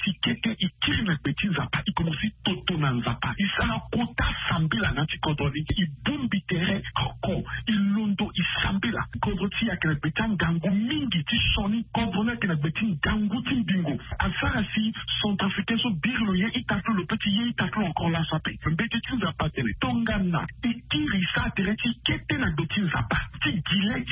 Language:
Sango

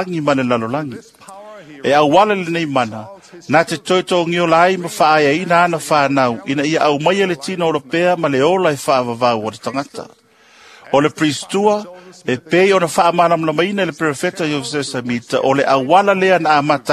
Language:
Samoan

